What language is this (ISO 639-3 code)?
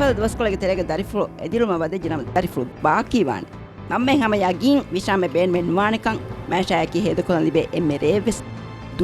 div